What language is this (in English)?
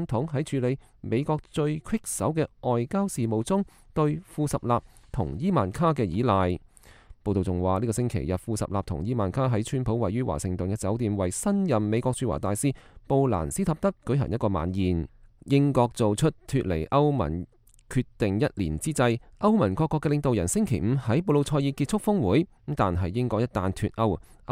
Cantonese